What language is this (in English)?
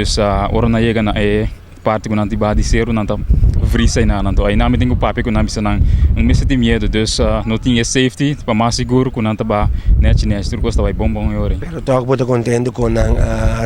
Papiamento